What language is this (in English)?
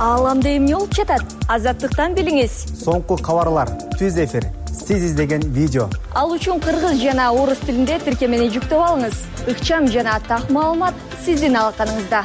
Kyrgyz